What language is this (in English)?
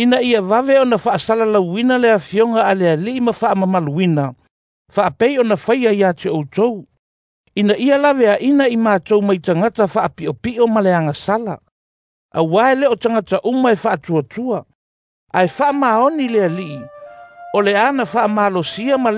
Samoan